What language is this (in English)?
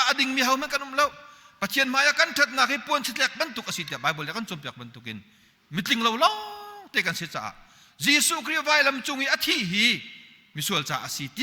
Hakha Chin